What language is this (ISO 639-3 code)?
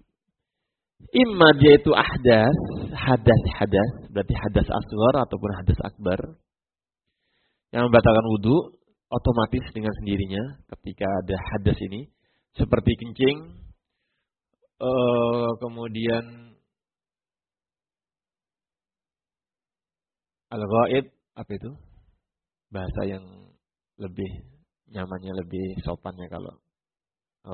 ind